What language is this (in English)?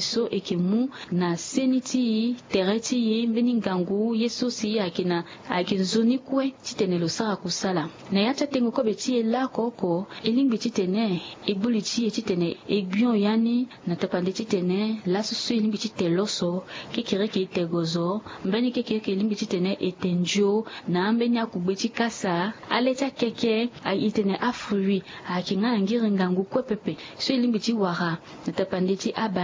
Sango